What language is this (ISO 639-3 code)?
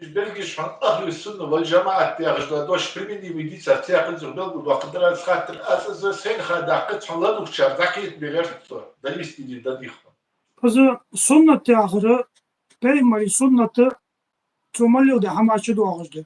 inh